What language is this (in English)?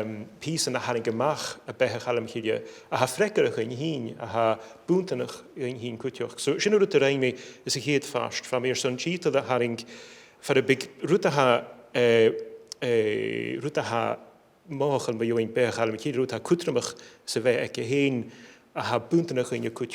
Scottish Gaelic